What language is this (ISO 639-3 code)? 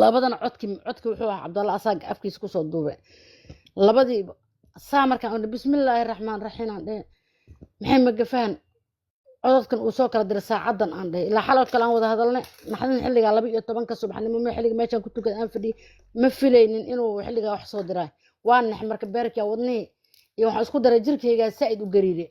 som